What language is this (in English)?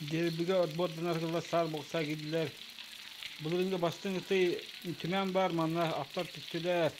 Yakut